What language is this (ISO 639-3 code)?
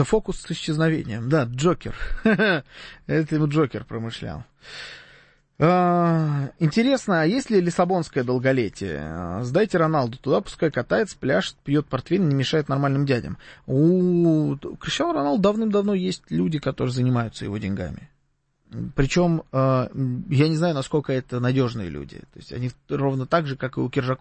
rus